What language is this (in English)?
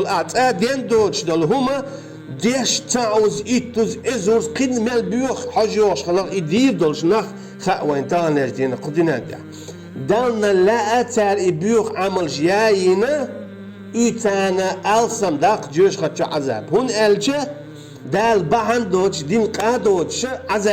Chechen